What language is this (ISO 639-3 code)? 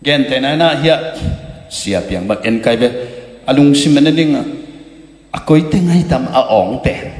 ctd